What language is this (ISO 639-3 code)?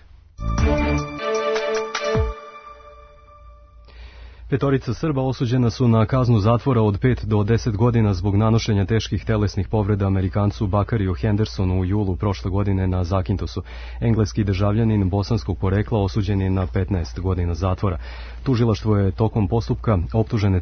srp